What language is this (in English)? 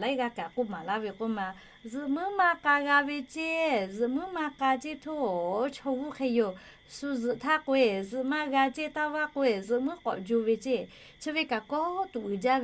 Lahu